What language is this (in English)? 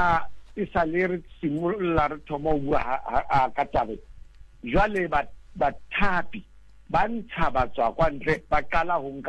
Southern Sotho